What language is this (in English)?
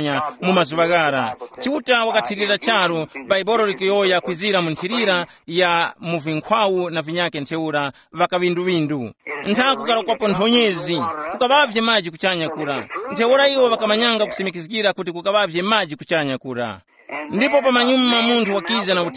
Tumbuka